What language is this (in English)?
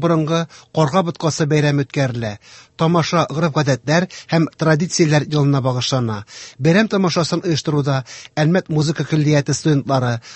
Tatar